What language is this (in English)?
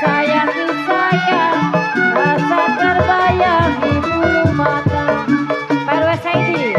Betawi